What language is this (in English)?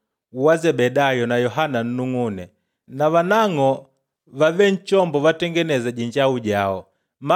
Makonde